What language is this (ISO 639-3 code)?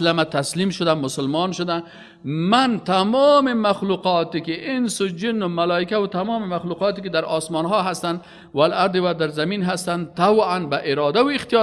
fas